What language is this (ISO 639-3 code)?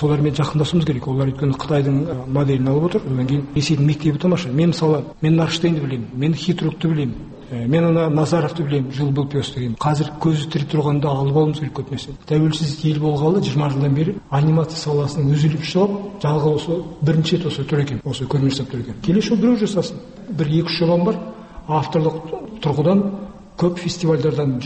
kaz